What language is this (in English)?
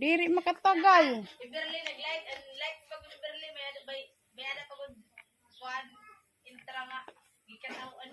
Waray